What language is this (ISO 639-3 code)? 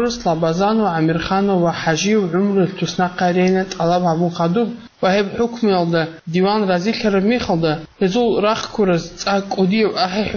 ava